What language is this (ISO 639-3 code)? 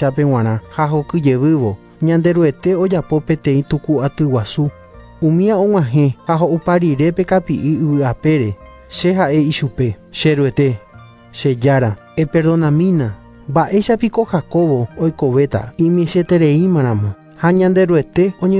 grn